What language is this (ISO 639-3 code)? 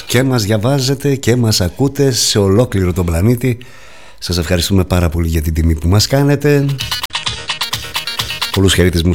ell